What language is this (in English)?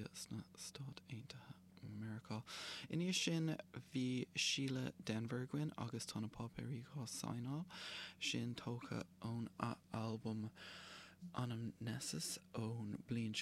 Irish